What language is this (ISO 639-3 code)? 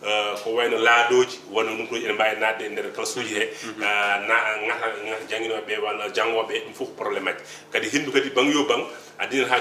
ful